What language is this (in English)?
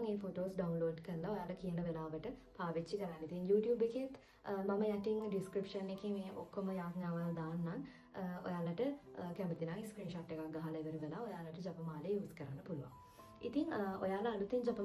Sinhala